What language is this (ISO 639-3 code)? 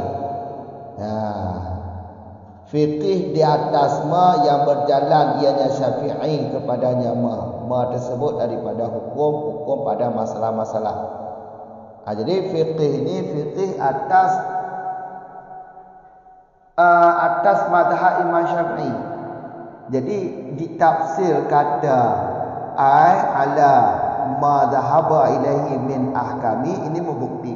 msa